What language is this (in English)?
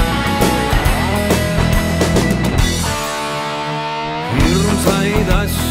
Estonian